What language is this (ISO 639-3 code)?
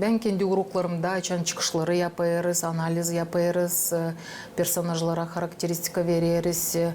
gag